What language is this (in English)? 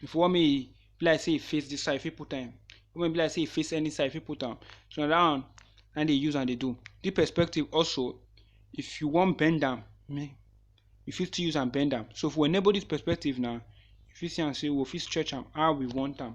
Nigerian Pidgin